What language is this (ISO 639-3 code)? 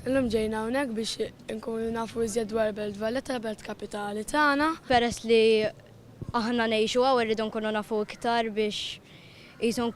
mlt